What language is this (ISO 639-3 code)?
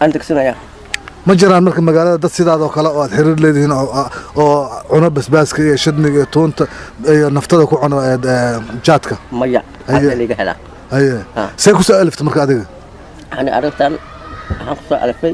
som